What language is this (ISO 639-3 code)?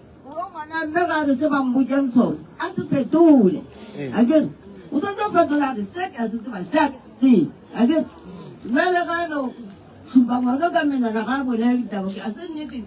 nso